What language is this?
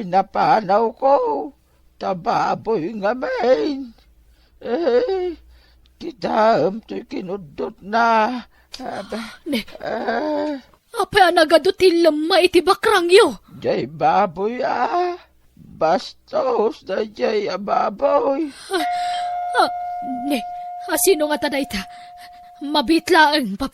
Iloko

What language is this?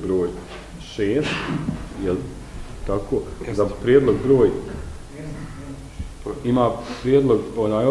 Bosnian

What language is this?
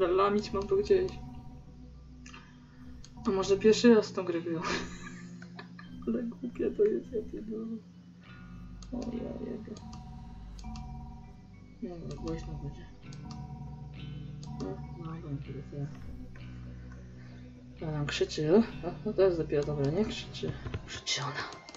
Polish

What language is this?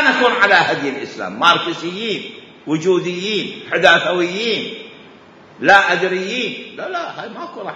Mesopotamian Arabic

